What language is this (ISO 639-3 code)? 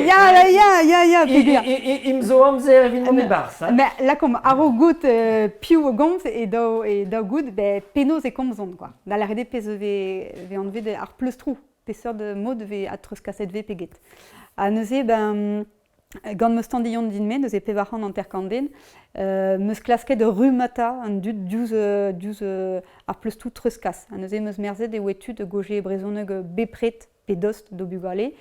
bre